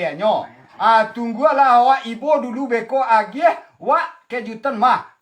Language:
Minangkabau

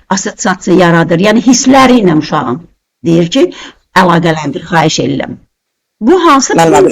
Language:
Azerbaijani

